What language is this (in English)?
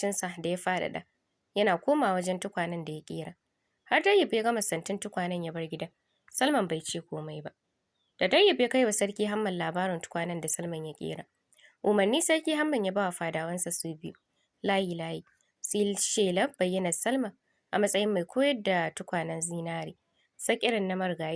Hausa